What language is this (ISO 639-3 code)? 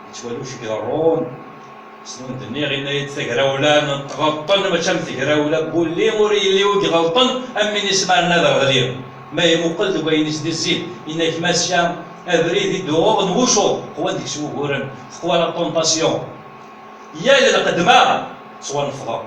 kab